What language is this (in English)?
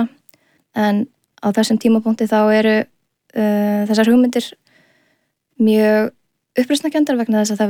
Icelandic